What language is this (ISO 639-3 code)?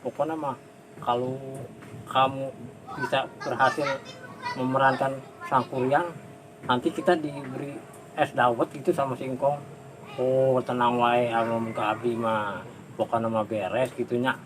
bew